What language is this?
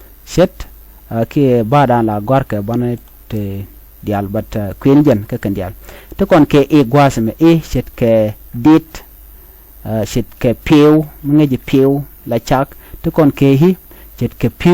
Nuer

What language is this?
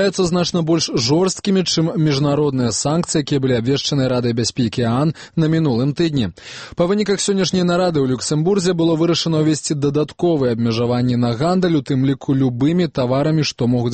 Belarusian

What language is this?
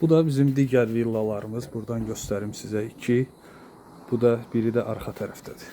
Azerbaijani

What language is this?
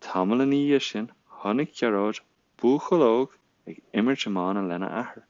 Irish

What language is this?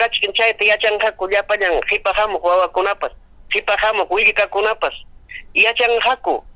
Ayacucho Quechua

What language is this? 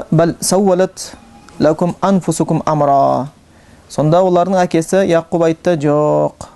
Kazakh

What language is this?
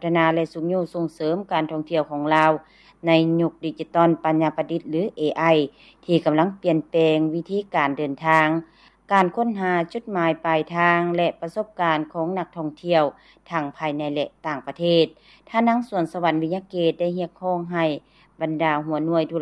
Lao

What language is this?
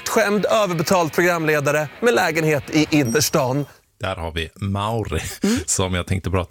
Swedish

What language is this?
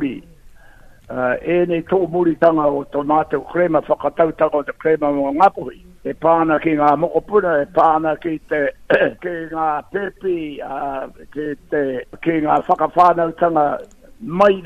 Māori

